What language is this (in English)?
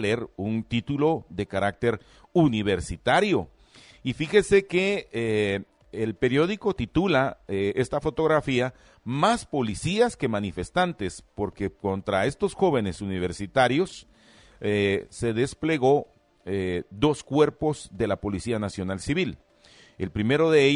Spanish